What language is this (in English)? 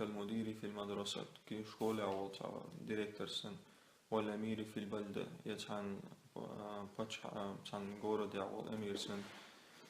Chechen